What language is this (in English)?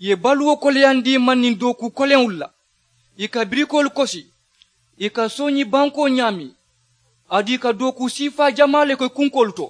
Mandingo